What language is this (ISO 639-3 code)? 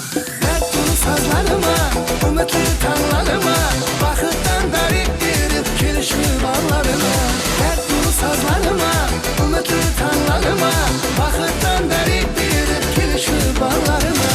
kaa